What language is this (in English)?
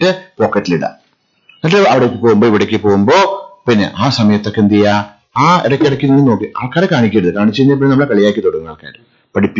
Malayalam